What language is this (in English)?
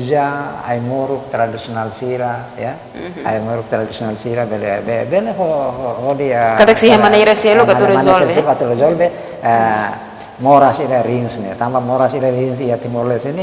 Tetum